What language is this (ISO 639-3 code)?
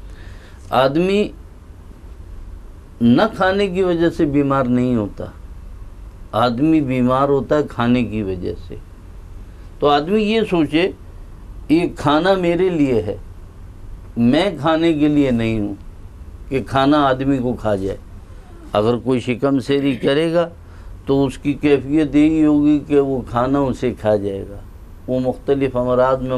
urd